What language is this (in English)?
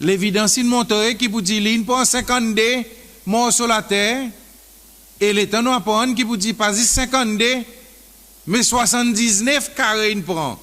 Seselwa Creole French